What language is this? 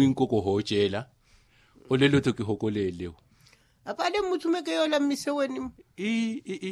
Makhuwa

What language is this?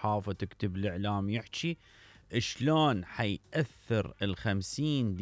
Mesopotamian Arabic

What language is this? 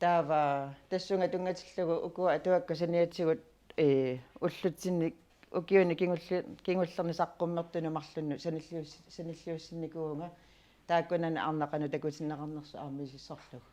Kalaallisut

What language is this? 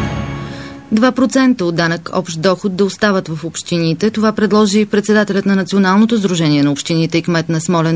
Bulgarian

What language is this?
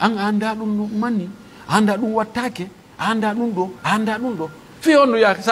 Pular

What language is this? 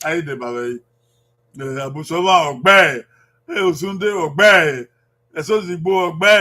Bini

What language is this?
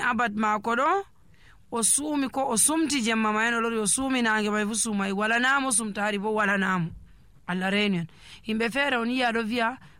Nigerian Fulfulde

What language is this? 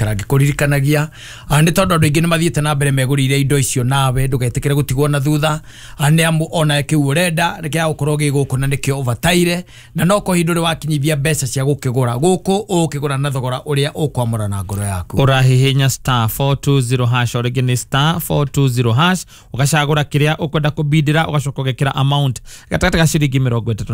Kikuyu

